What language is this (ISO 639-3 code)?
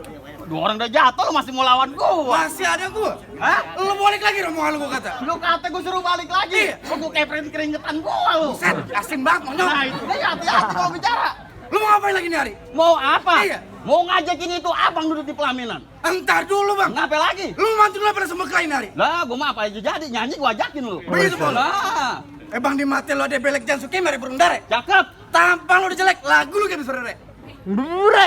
bew